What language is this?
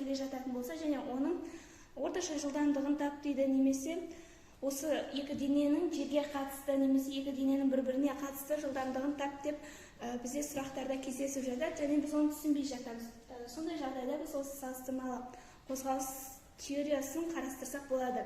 Kazakh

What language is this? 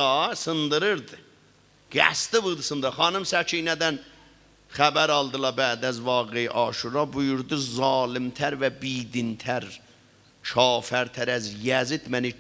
South Azerbaijani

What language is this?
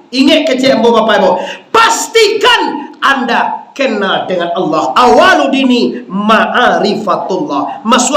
Minangkabau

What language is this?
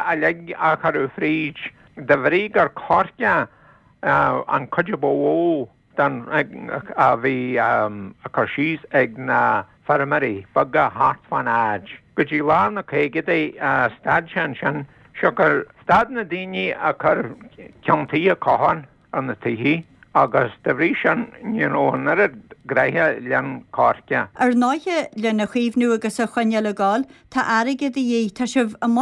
Irish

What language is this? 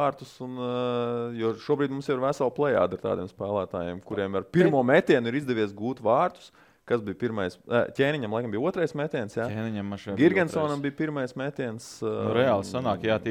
Latvian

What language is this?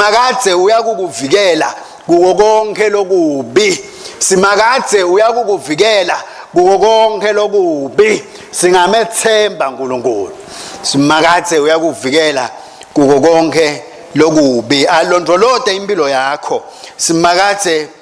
Swati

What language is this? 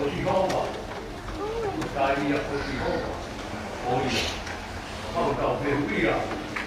Tongan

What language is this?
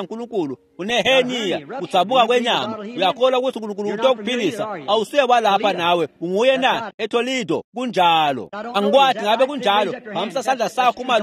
Swati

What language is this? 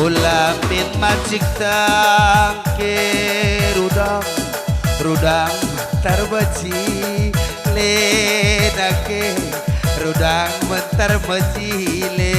Batak Karo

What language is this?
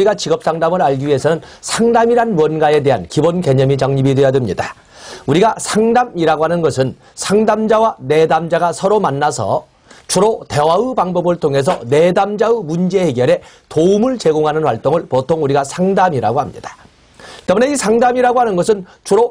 Korean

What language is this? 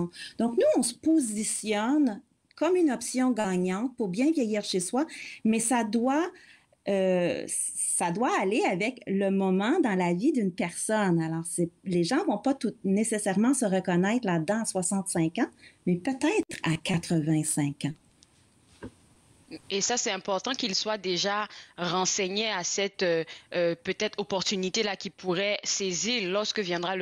French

